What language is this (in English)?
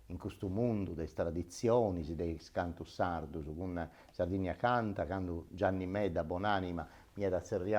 Sardinian